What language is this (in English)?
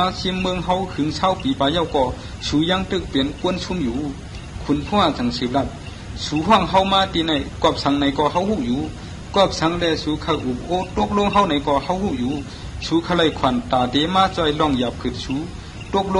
Shan